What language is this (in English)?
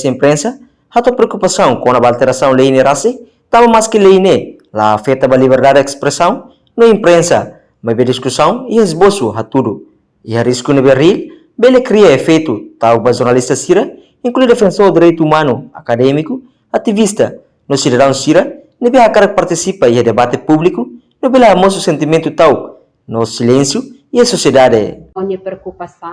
Tetum